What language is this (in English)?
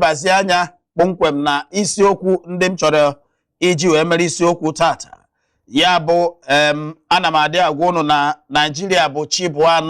Igbo